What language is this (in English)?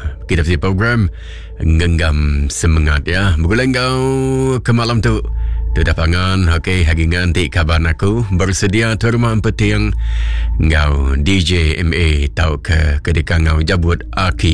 Iban